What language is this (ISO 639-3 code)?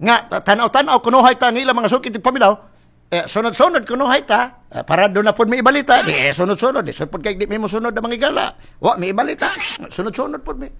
ceb